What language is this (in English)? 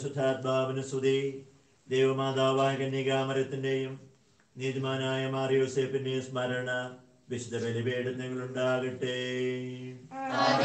Malayalam